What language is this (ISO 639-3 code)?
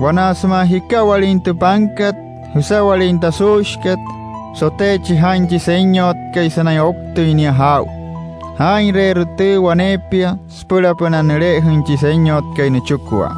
guc